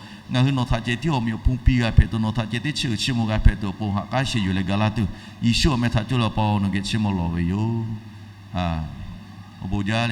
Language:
Lahu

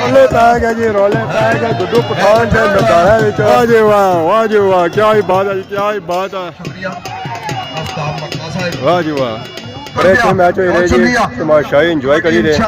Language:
Pahari-Potwari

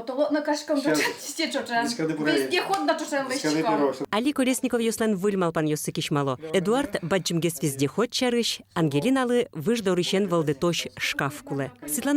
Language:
Udmurt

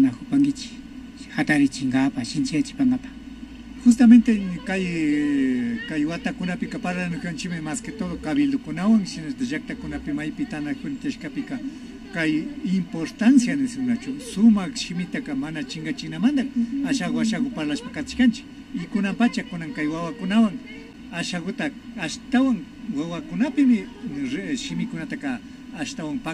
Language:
Imbabura Highland Quichua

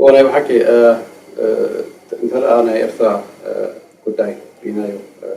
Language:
Tigrinya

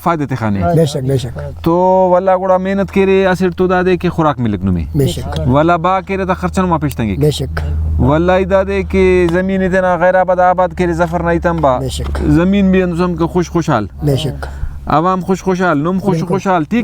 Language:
Brahui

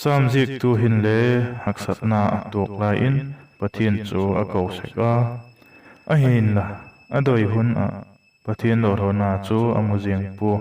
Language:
Vaiphei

